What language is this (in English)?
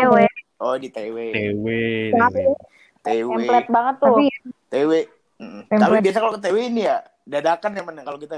Indonesian